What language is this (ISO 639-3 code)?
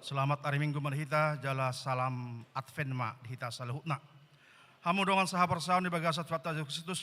bbc